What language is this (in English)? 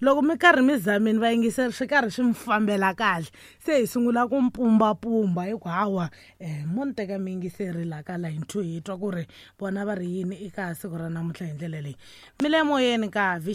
Tsonga